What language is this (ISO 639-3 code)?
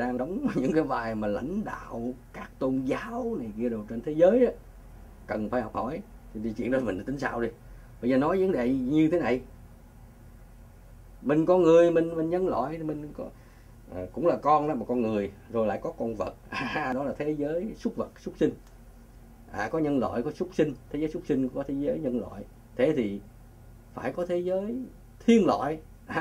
vie